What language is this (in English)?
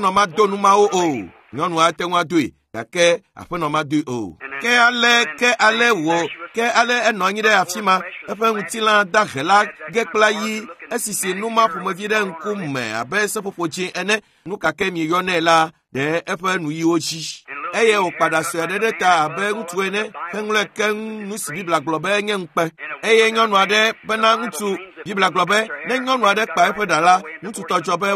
Ewe